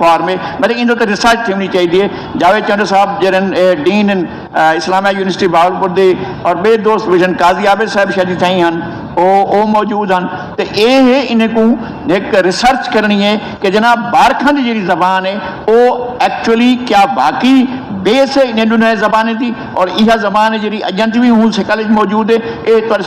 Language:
Saraiki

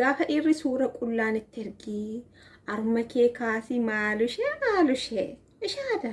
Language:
Oromo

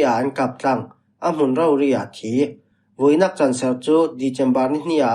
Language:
Falam Chin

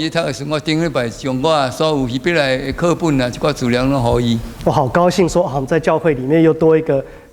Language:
Min Nan Chinese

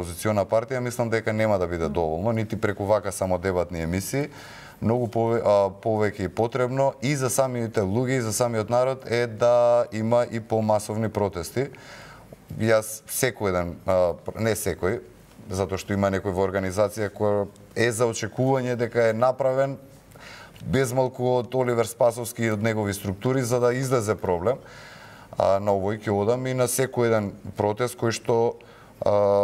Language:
Macedonian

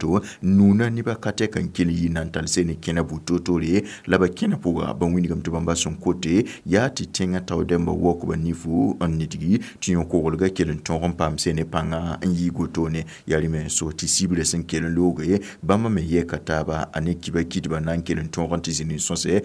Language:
Mossi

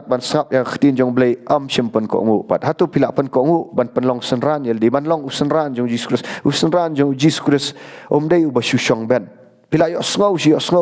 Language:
Khasi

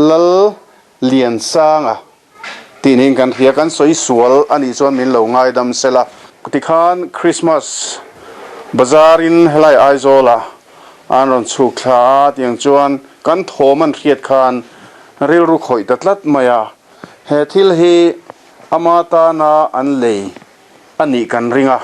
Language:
Mizo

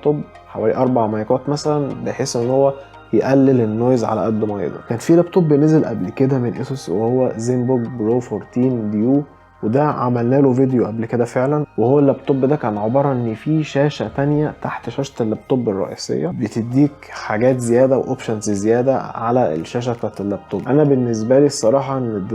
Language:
Egyptian Arabic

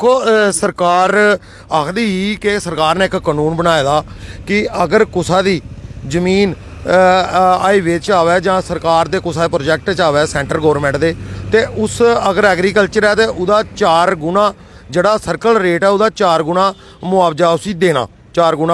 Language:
Dogri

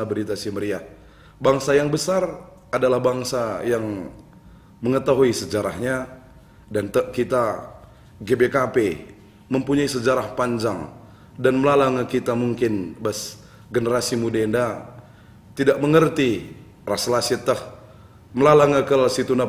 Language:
Batak Karo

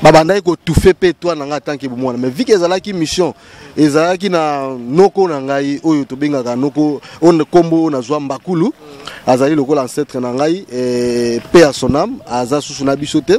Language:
Lingala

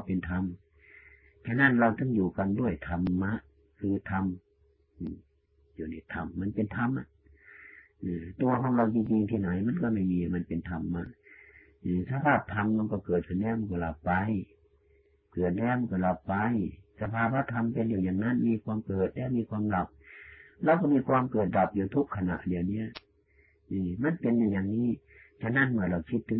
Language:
Thai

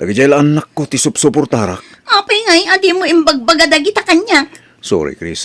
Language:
Iloko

